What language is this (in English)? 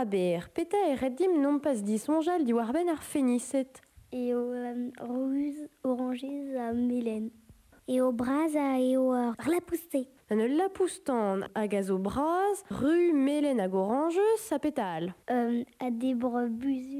Breton